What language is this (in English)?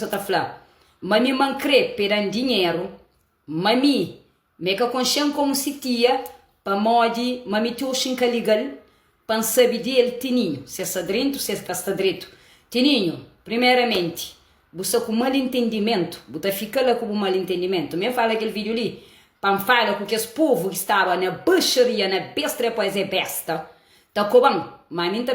Kabuverdianu